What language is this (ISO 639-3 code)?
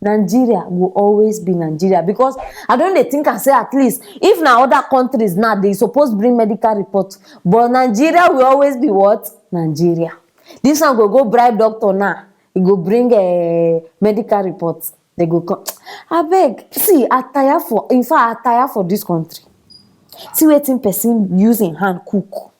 pcm